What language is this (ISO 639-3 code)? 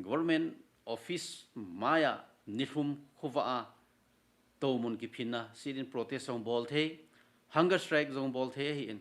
tcz